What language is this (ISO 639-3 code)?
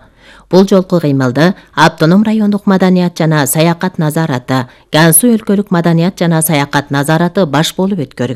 kir